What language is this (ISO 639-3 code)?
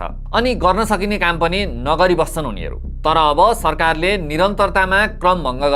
nep